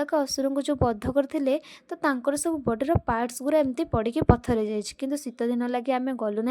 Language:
Odia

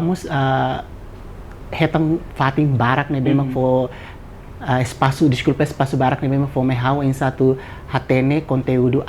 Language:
Tetum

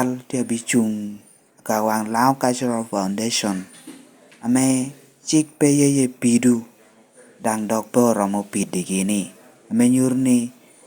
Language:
Lango (Uganda)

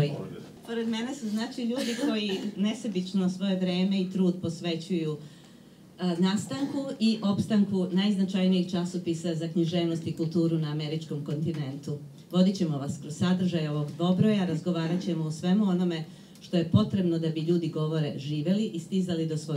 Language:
Serbian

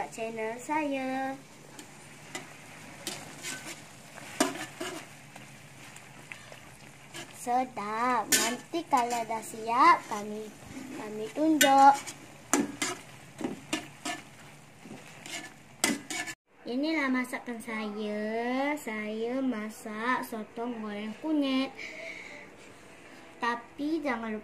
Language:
Malay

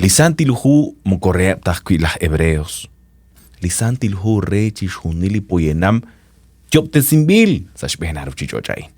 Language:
Kekchí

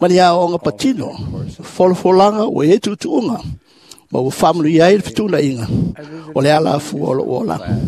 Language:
Samoan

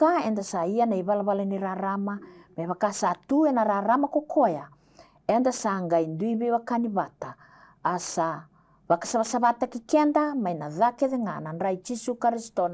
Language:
Fijian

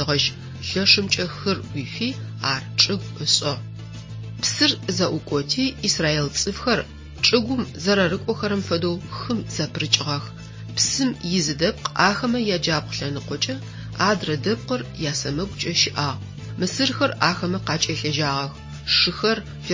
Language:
Adyghe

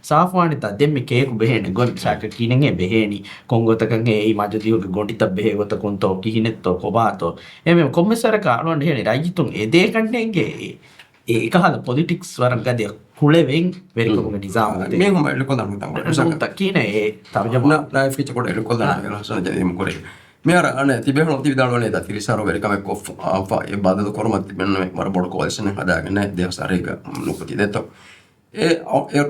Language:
Divehi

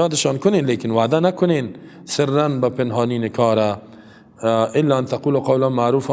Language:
Persian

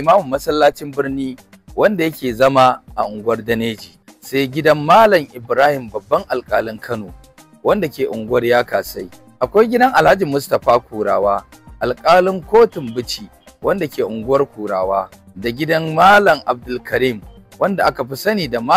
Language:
Hausa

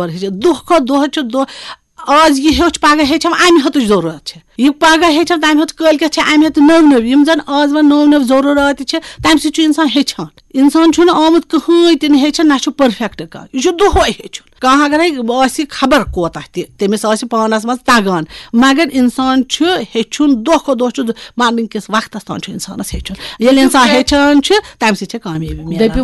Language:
Kashmiri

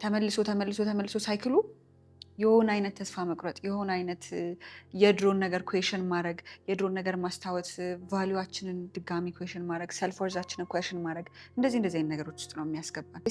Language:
Amharic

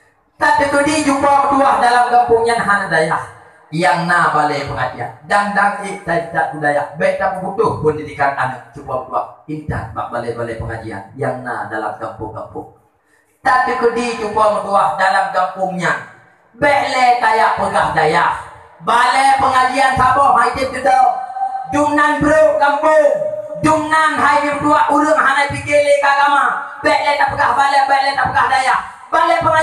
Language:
Achinese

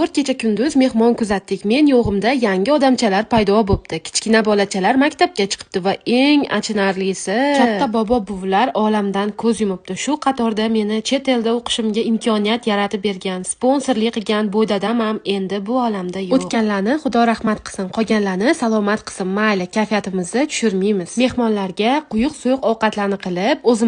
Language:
Uzbek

